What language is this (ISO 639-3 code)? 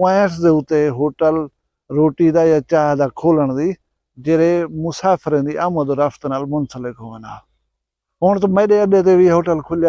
skr